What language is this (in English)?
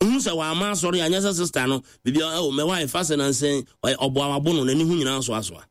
Akan